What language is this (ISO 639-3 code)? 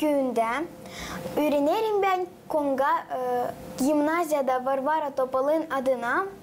gag